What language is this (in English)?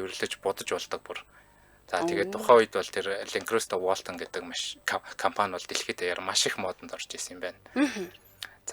Mongolian